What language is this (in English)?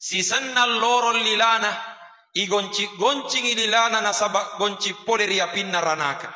Buginese